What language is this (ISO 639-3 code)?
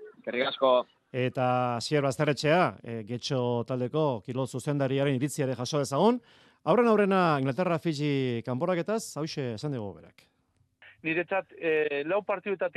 eus